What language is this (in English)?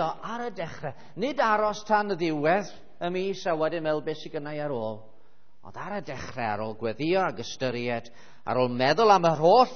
Welsh